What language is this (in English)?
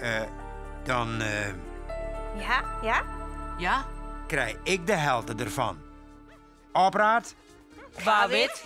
Western Frisian